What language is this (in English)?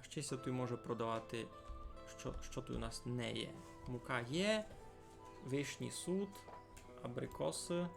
Rusyn